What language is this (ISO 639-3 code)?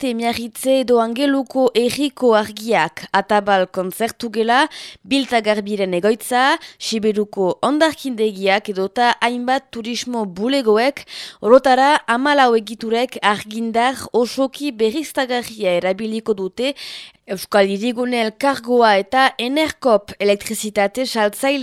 eus